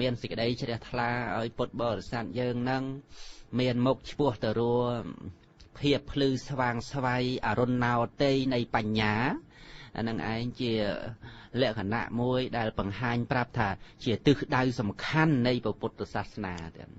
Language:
Khmer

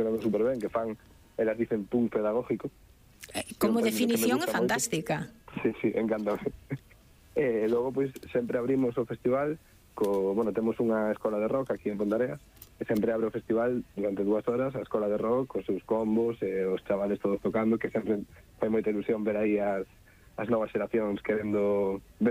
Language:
Galician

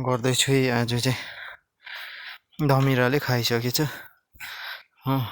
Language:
Nepali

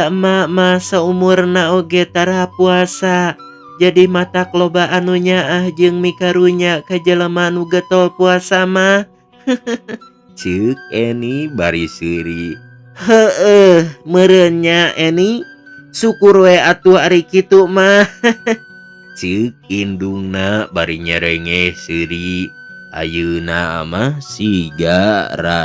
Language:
Sundanese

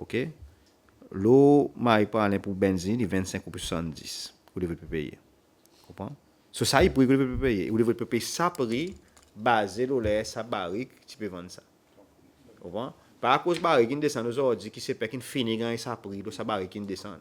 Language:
Seselwa Creole French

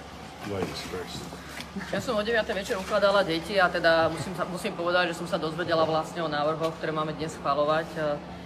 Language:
Slovak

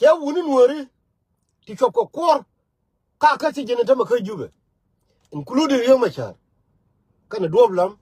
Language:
Nuer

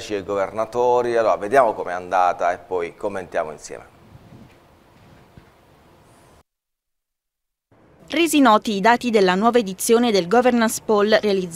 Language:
Italian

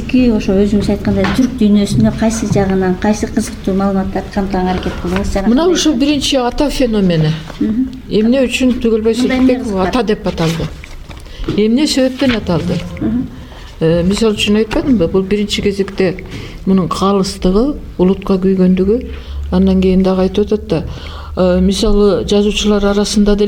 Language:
Kyrgyz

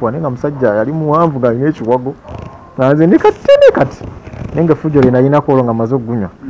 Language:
Ganda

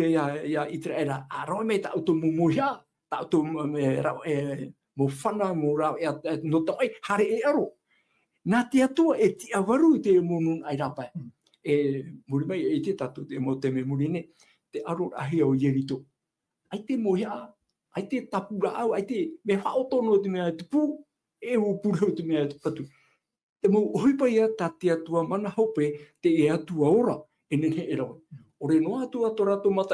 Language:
Tahitian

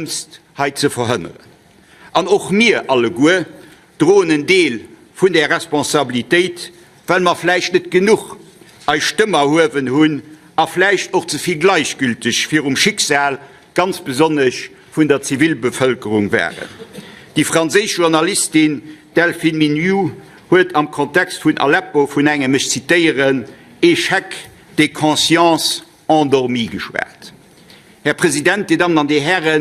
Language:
Luxembourgish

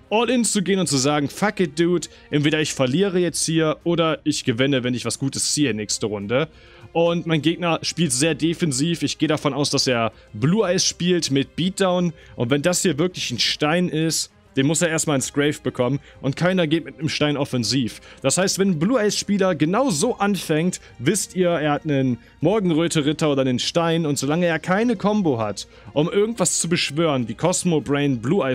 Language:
German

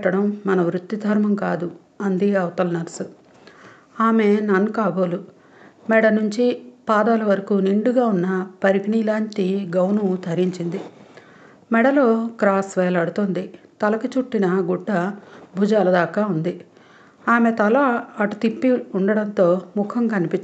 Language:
Telugu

